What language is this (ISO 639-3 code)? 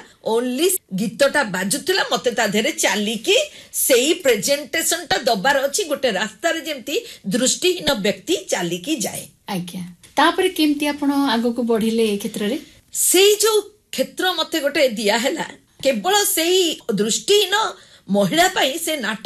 ori